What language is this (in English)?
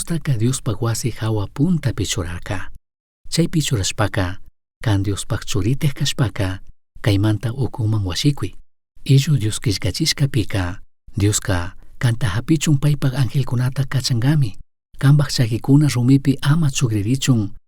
Chimborazo Highland Quichua